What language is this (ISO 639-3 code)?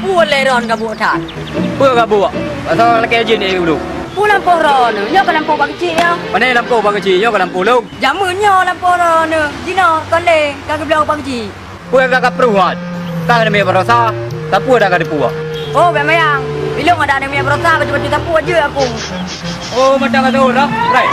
ace